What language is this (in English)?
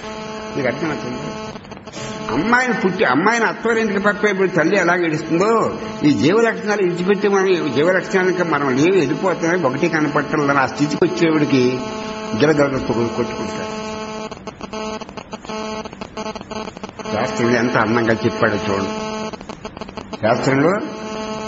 Telugu